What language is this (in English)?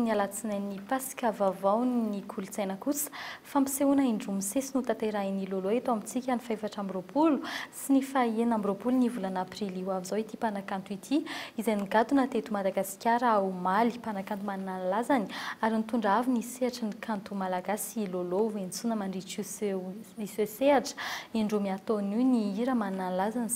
Malagasy